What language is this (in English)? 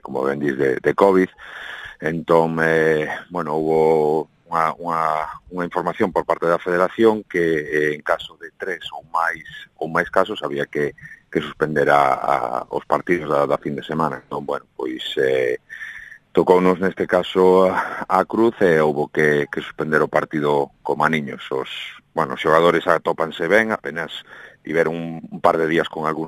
Galician